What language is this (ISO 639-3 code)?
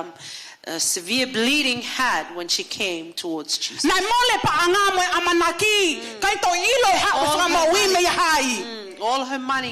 ton